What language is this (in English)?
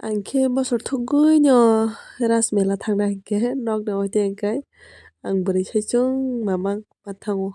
Kok Borok